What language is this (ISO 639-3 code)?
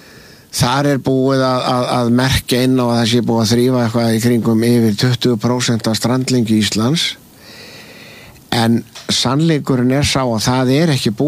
isl